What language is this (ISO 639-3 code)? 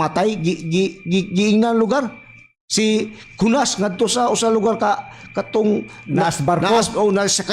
ceb